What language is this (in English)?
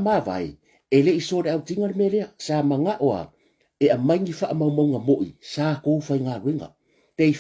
Samoan